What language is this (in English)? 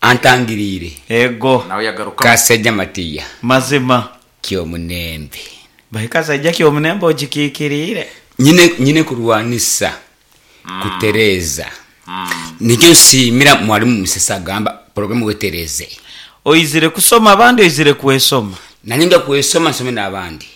Nyoro